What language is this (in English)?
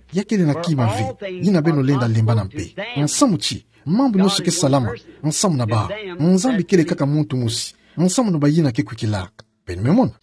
Kituba (Democratic Republic of Congo)